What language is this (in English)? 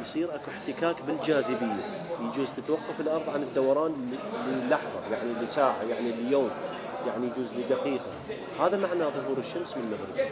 Mesopotamian Arabic